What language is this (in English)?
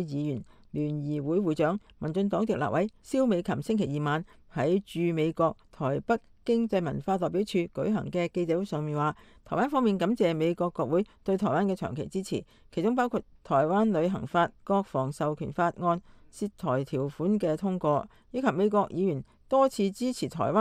Cantonese